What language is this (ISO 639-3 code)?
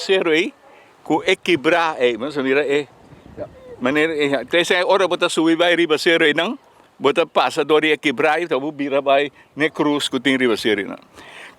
pap